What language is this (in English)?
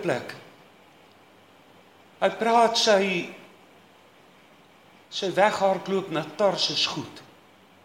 Afrikaans